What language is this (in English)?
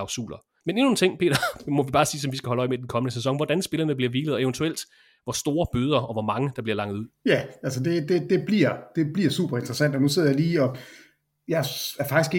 Danish